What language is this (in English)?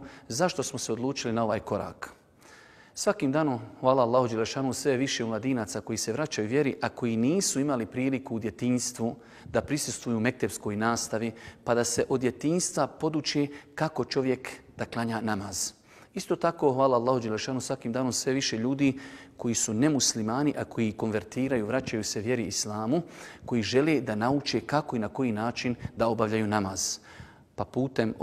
Bosnian